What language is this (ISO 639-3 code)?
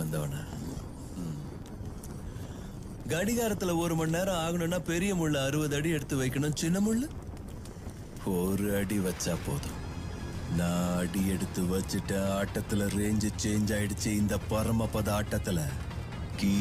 tam